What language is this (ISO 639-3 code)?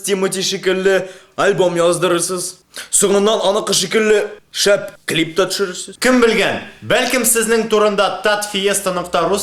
tat